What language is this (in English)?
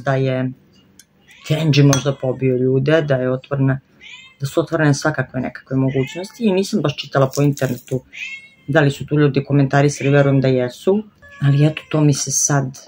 Serbian